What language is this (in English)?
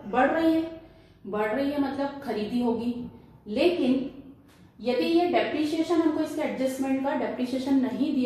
Hindi